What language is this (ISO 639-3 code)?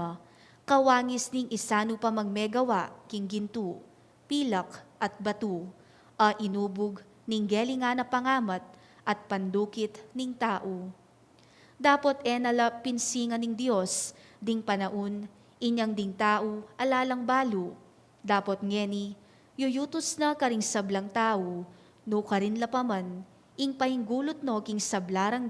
pam